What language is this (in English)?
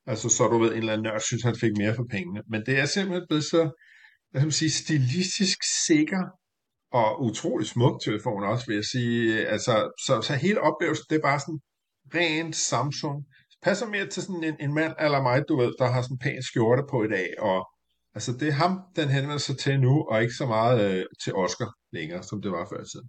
Danish